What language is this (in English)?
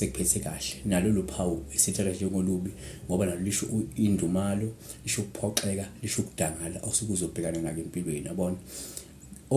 Zulu